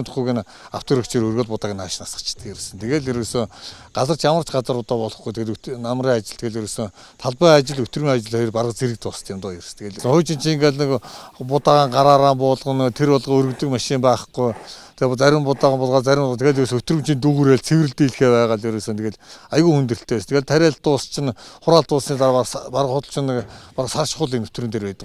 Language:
Mongolian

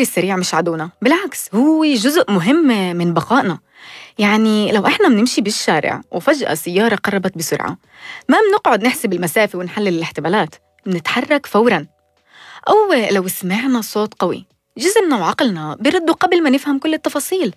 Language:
North Levantine Arabic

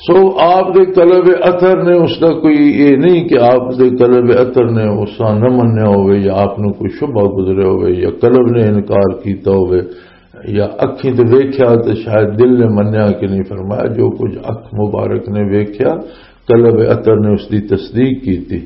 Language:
Western Panjabi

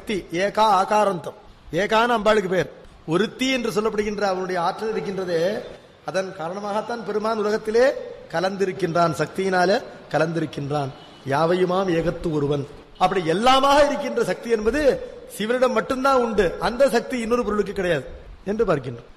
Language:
Tamil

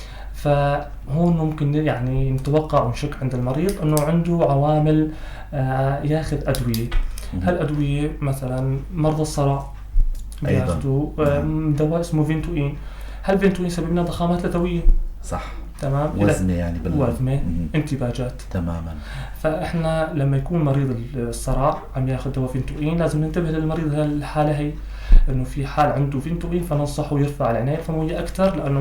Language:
North Levantine Arabic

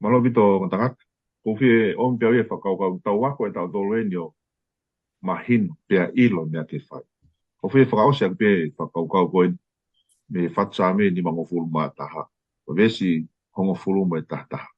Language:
Tongan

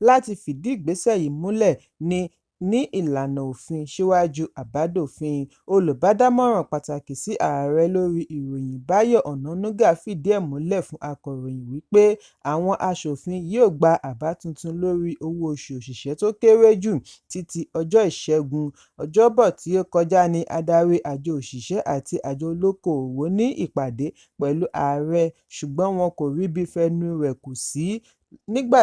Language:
Yoruba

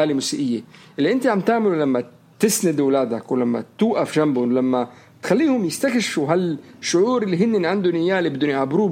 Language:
North Levantine Arabic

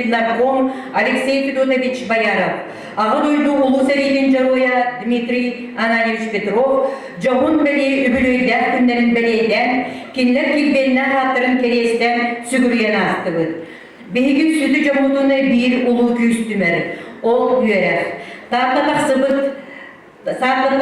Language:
Yakut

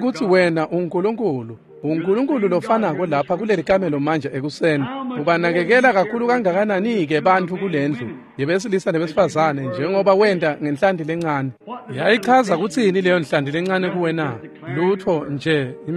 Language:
Swati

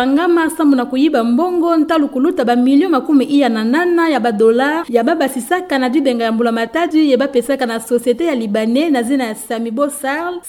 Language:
Kituba (Democratic Republic of Congo)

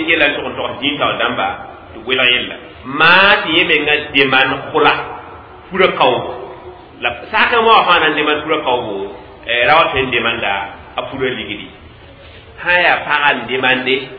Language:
Mossi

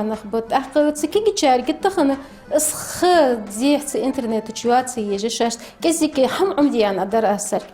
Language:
Ingush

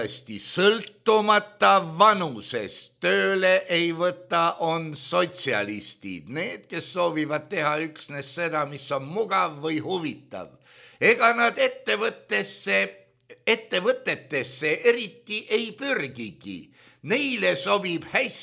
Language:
Estonian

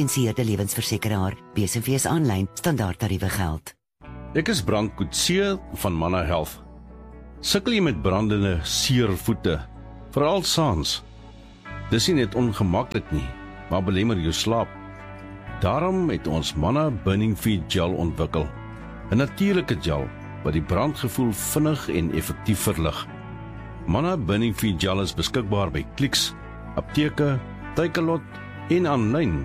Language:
Afrikaans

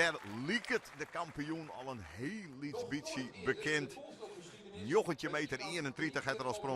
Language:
Western Frisian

